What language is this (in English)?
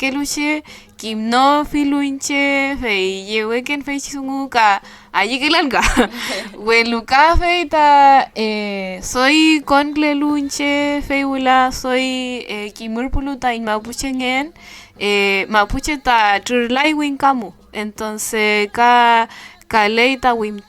Mapuche